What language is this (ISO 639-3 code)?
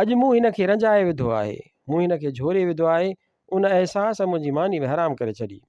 snd